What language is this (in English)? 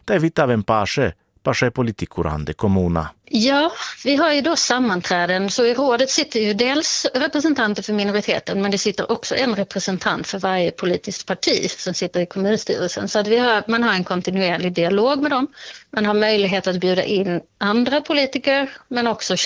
Swedish